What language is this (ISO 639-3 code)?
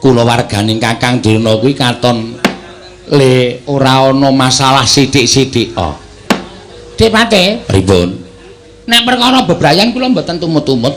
jav